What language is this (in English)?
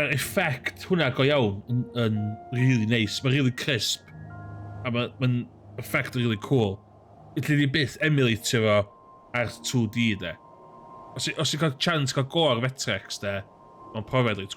Welsh